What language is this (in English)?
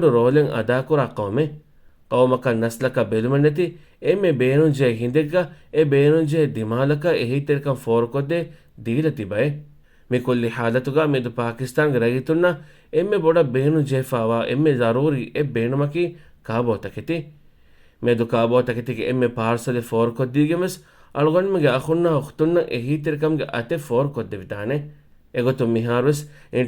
Divehi